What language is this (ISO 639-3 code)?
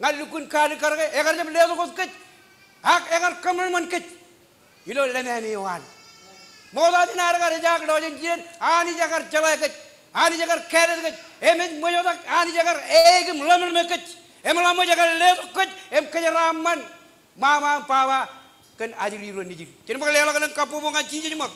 mah